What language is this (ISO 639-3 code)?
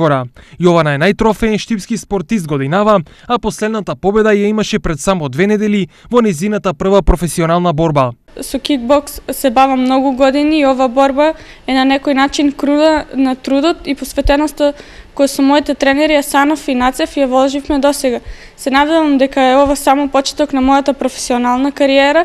mkd